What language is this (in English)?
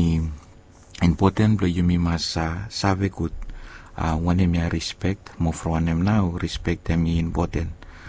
Bislama